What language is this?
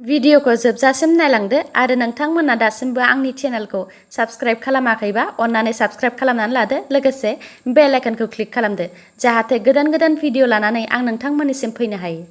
Bodo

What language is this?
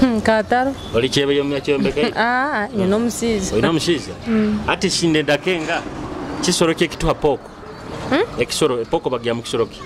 Nyoro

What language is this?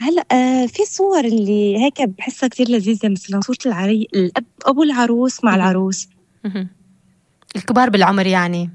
North Levantine Arabic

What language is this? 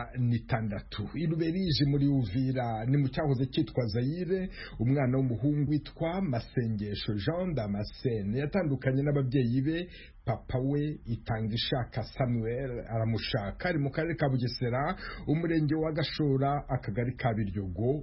Kinyarwanda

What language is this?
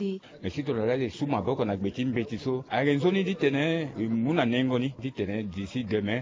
Sango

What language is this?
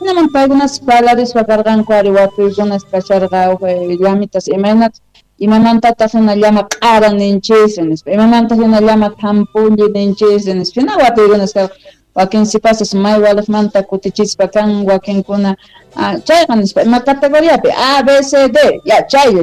South Bolivian Quechua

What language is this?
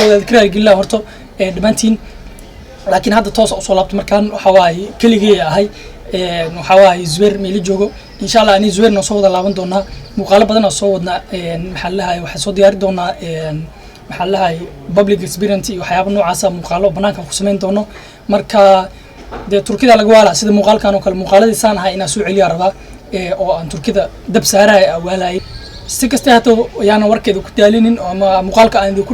Somali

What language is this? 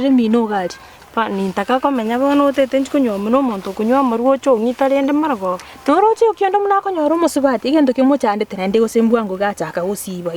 Gusii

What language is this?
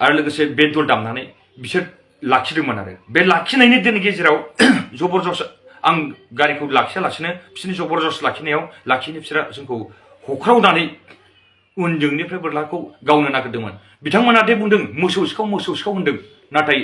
Bodo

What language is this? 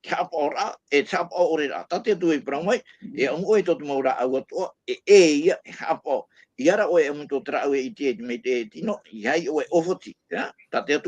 Tahitian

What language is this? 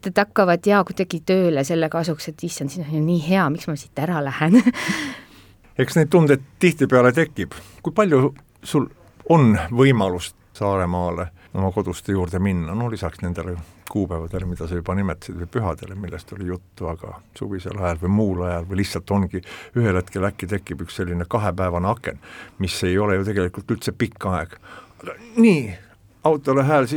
Estonian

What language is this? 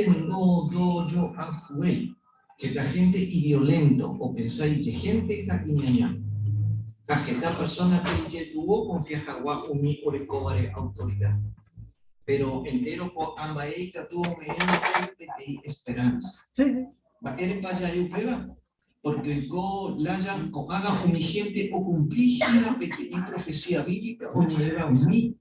Guarani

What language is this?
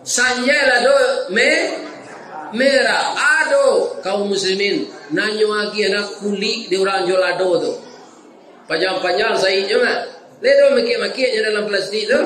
Minangkabau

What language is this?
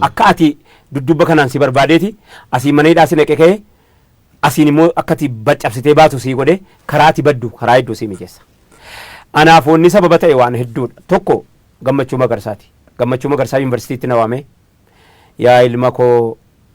Oromo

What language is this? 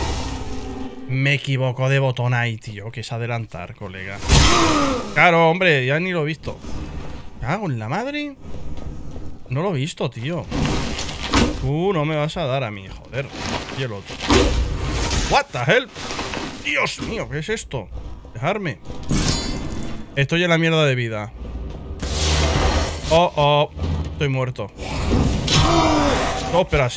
Spanish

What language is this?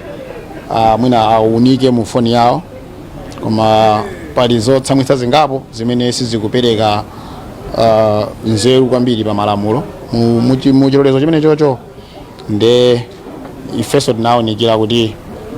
Nyanja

